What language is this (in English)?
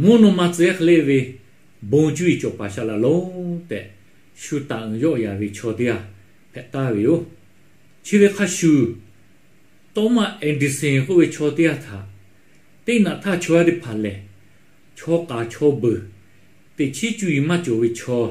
Lahu